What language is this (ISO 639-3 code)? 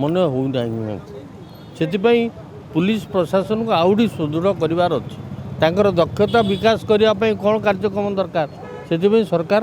ori